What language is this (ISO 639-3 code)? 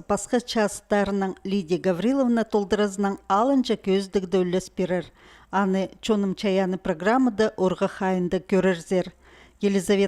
kjh